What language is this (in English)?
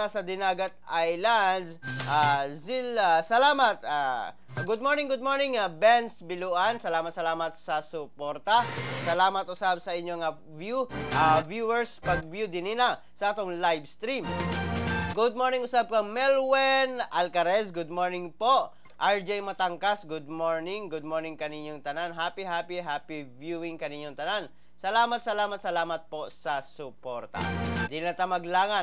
Cebuano